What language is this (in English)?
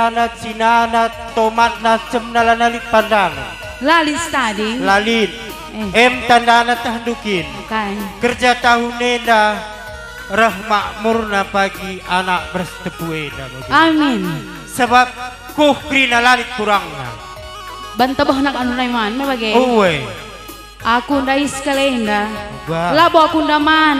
Batak Karo